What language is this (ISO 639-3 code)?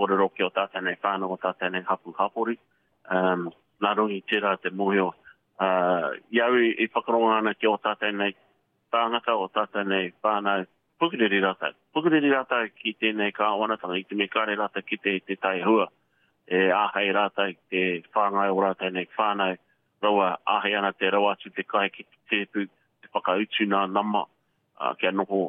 mri